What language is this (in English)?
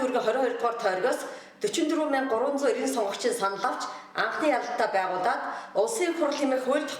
Mongolian